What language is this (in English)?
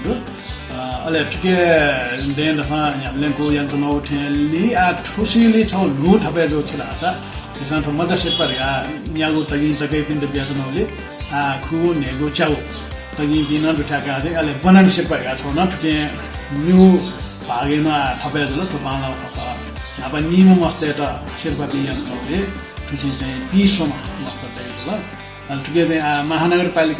Newari